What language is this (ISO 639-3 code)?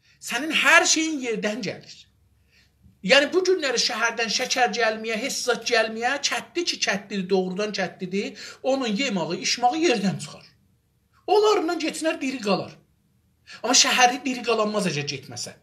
azb